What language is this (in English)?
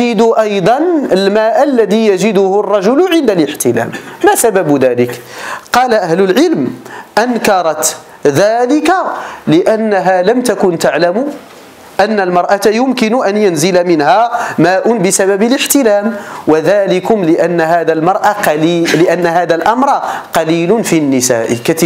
Arabic